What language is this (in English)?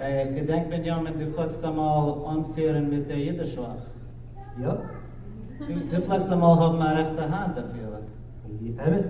Yiddish